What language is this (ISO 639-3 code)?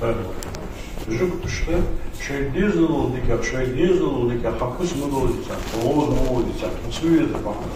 inh